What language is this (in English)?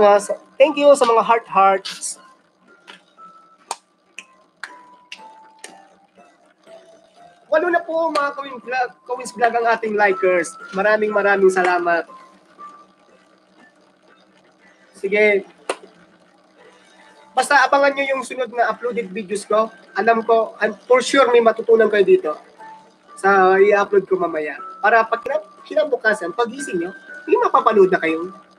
Filipino